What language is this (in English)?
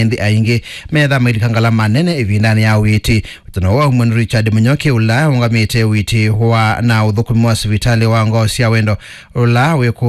Kamba